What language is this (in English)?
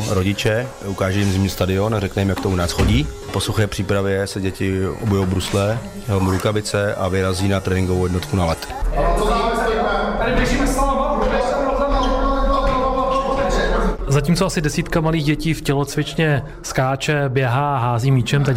Czech